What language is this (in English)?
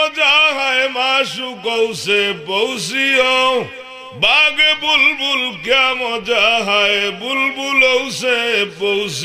Sylheti